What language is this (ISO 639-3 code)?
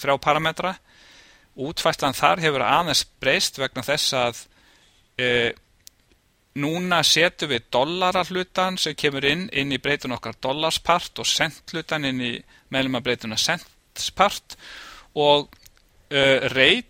isl